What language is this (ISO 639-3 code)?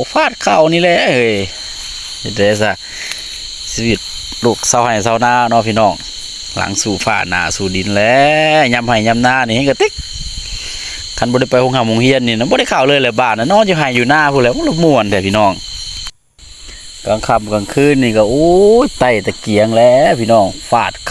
lao